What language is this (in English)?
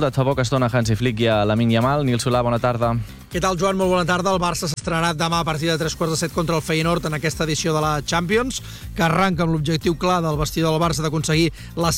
Catalan